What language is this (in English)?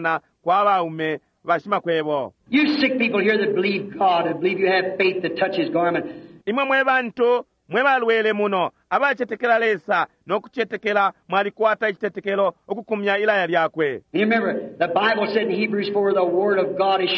Bemba